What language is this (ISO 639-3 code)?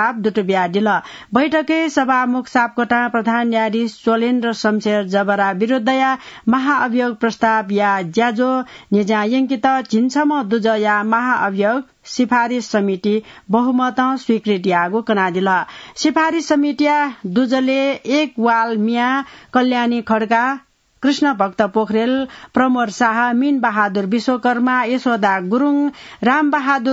new